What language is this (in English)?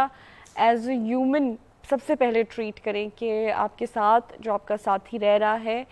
Urdu